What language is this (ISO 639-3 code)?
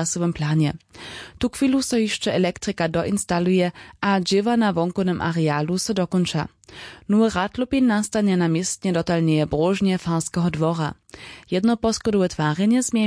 hsb